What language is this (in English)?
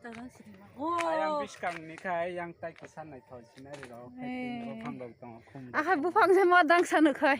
Kok Borok